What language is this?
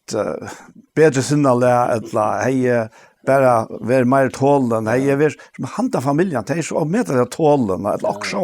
Faroese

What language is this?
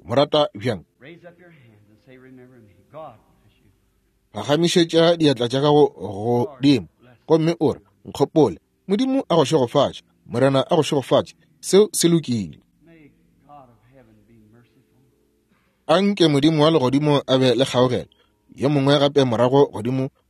Northern Sotho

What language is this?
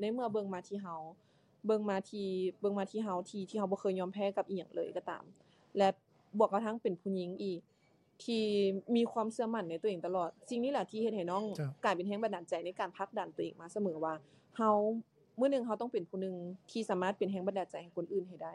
Lao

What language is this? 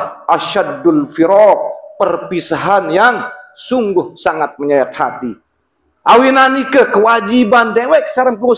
Sasak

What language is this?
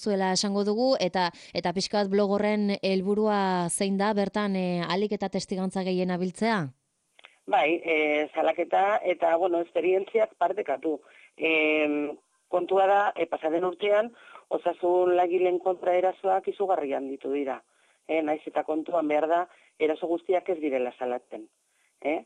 Basque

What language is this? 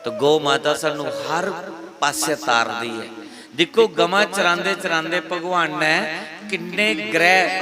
Dogri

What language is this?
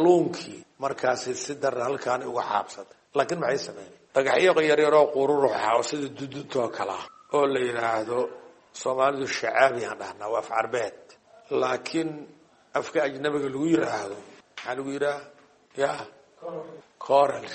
Somali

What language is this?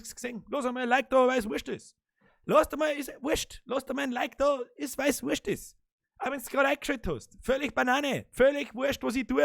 Bavarian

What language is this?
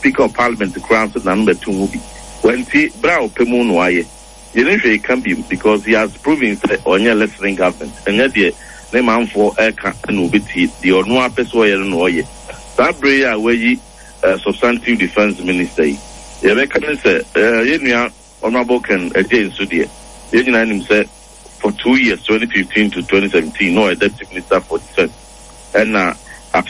Akan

